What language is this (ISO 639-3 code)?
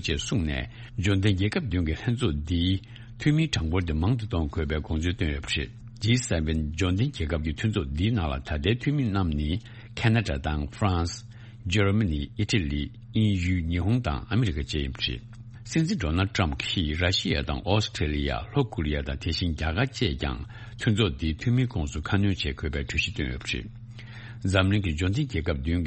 bod